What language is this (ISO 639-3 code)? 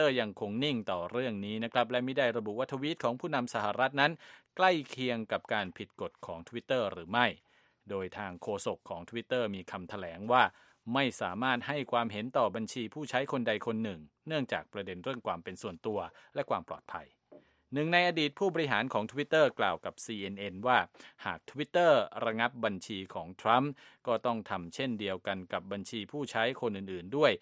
tha